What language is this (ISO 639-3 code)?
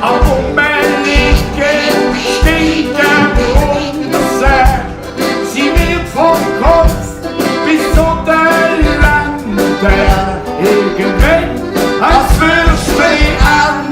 gsw